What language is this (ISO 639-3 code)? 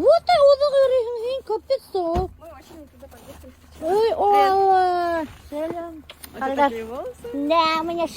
bak